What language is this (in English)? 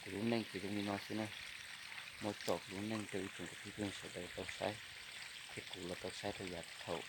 Hmong